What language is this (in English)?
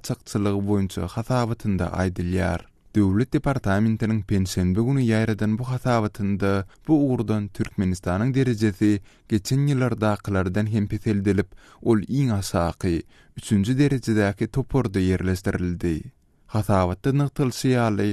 Turkmen